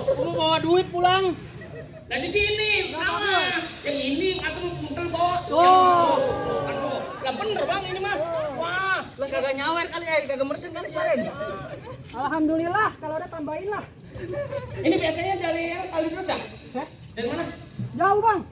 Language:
Betawi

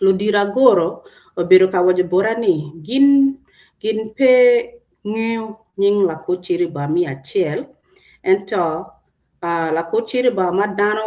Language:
Acoli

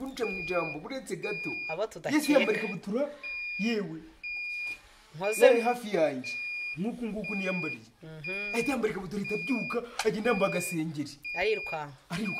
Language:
Kinyarwanda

